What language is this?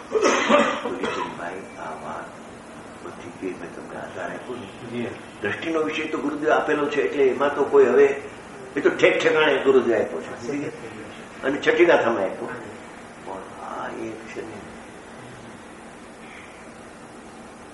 Gujarati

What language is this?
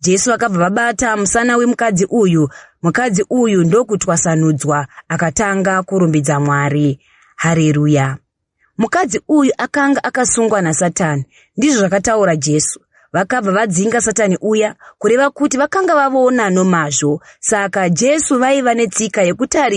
Shona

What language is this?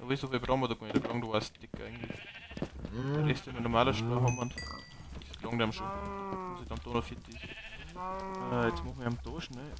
Bavarian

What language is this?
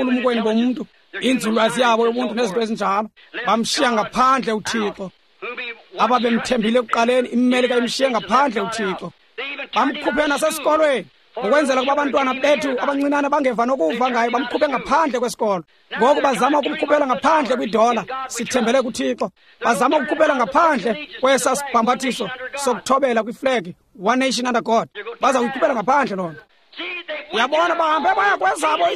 Xhosa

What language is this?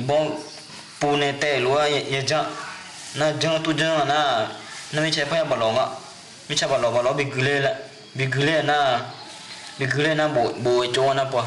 Akha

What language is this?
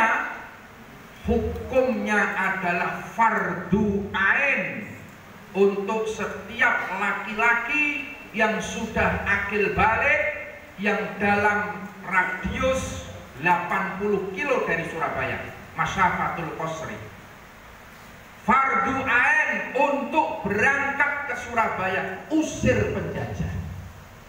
Indonesian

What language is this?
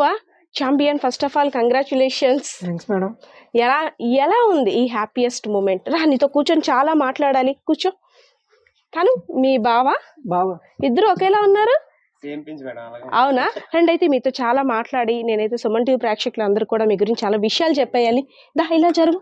Telugu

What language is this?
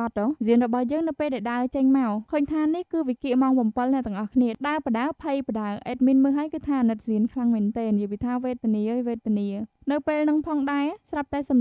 Khmer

